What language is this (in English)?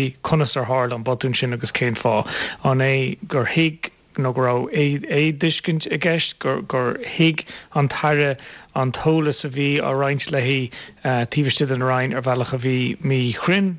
Irish